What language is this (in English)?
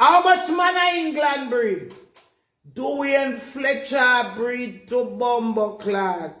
Jamaican Creole English